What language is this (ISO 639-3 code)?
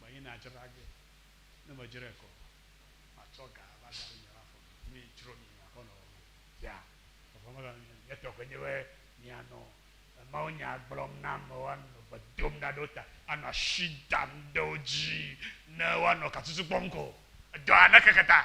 ewe